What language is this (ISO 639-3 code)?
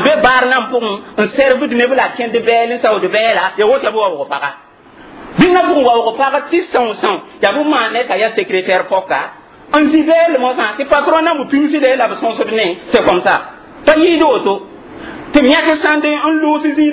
mos